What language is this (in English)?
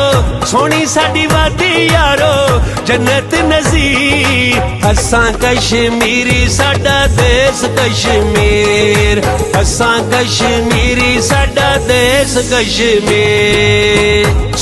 Pahari-Potwari